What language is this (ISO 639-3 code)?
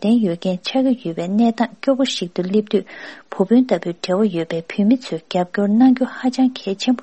bod